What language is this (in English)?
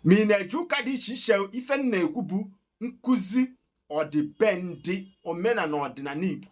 Igbo